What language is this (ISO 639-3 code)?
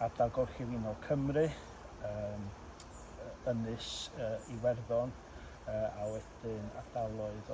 cym